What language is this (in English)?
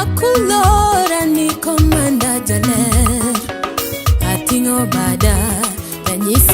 Luo (Kenya and Tanzania)